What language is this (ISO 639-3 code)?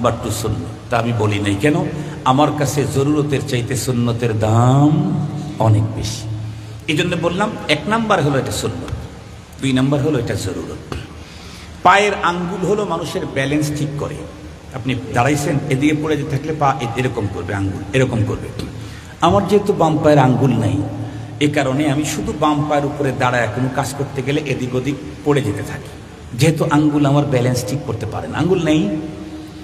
ben